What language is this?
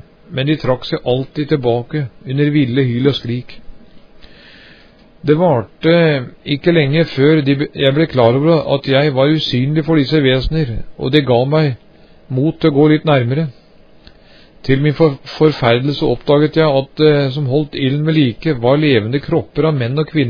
Norwegian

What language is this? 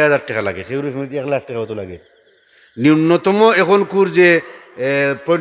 Sylheti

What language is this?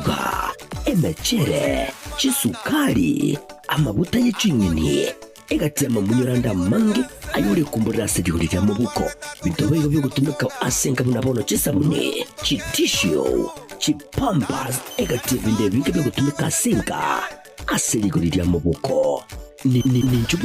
Gusii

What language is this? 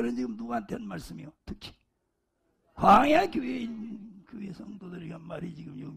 Korean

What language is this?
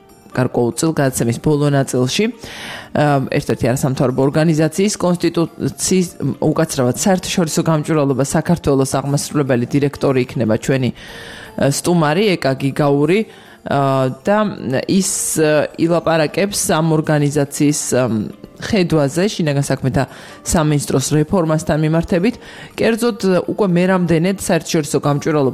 Georgian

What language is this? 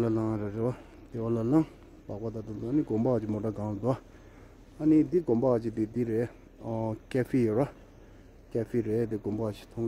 Tibetan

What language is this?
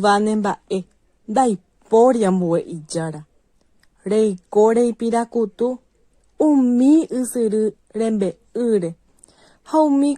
Guarani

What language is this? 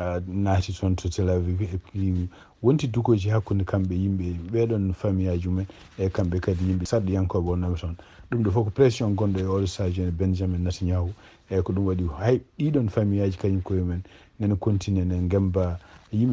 Fula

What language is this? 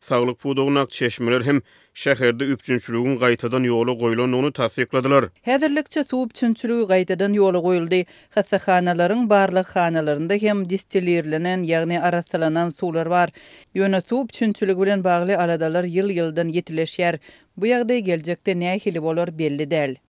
Turkmen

